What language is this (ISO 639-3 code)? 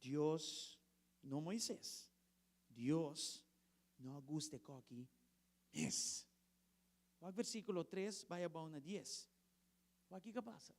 pap